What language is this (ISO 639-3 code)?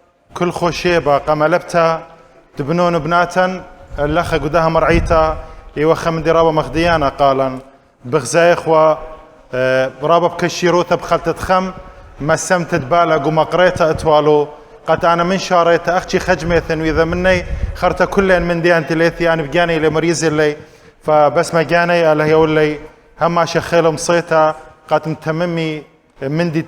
aii